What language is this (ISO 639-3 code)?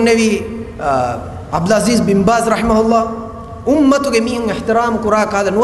div